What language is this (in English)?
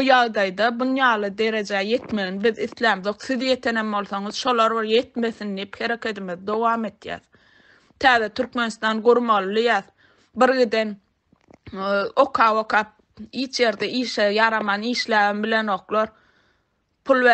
Turkmen